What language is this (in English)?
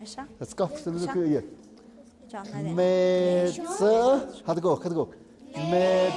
Tlahuitoltepec Mixe